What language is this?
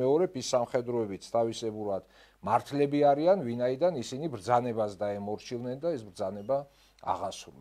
Georgian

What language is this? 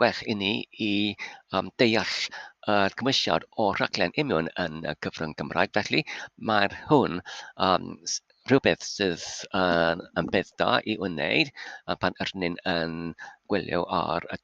Welsh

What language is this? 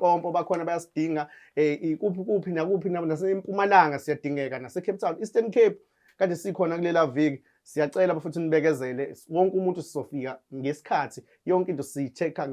Zulu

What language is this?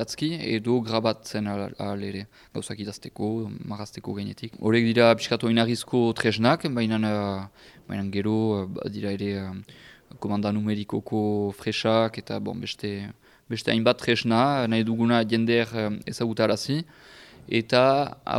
Basque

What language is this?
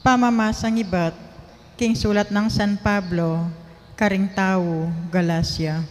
Pampanga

